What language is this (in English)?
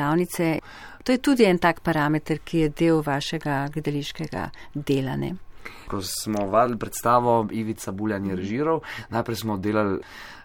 Slovenian